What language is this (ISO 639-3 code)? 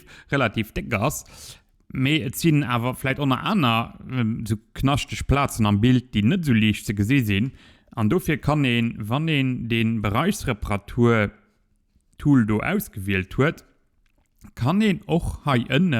ltz